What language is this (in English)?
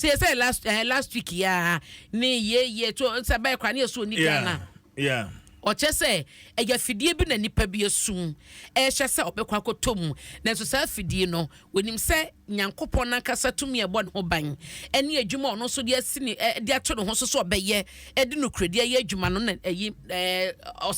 Akan